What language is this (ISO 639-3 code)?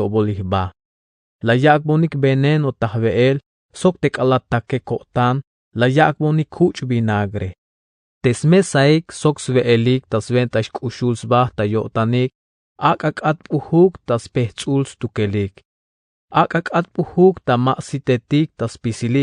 tzh